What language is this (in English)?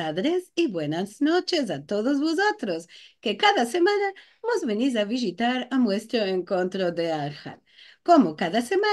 Ladino